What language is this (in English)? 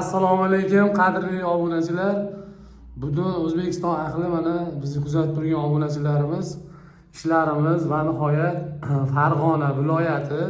Uzbek